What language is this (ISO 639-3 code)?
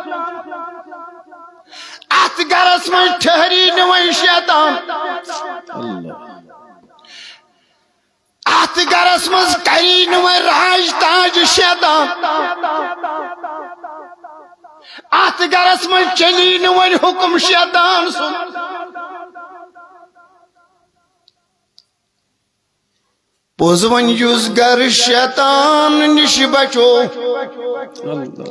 kas